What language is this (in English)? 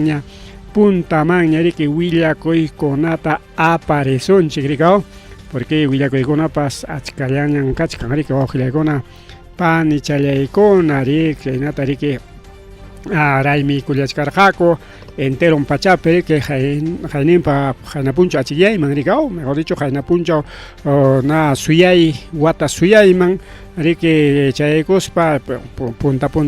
Ayacucho Quechua